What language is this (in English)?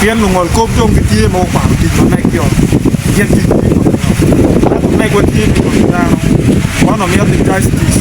Acoli